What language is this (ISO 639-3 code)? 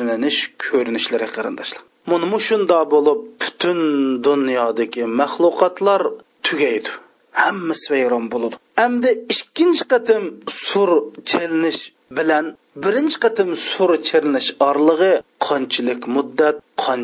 uig